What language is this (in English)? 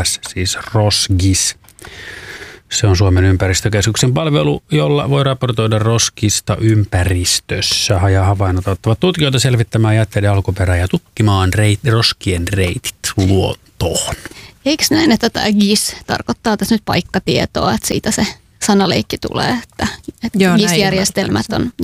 Finnish